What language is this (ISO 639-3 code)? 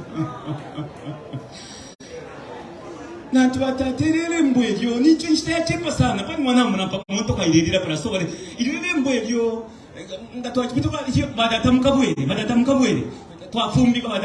bem